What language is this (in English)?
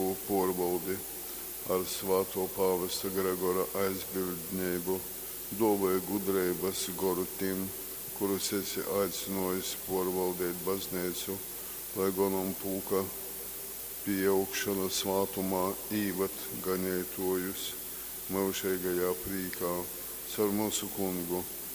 Latgalian